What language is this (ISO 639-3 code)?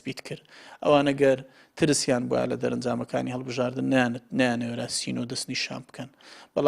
ckb